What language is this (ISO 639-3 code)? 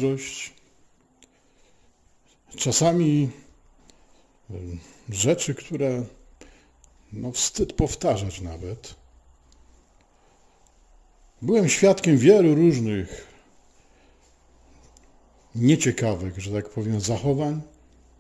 pol